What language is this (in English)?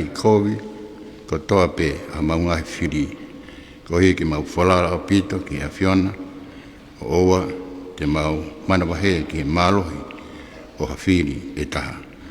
Tongan